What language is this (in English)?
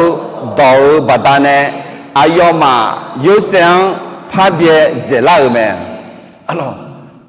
Akha